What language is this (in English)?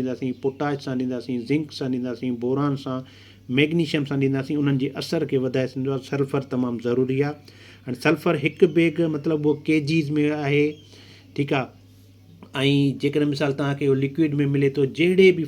Sindhi